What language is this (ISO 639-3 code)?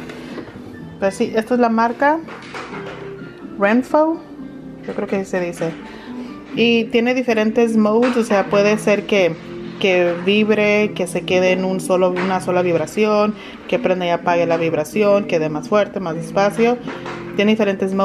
spa